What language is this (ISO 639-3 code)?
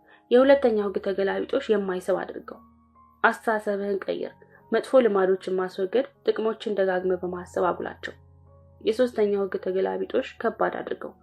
amh